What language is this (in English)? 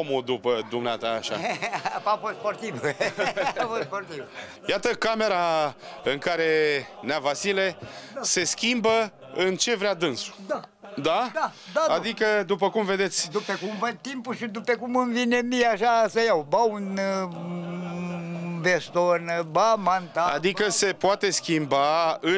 Romanian